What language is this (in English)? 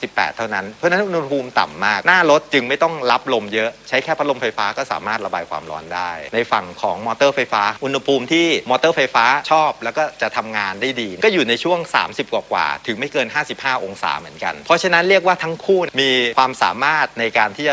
Thai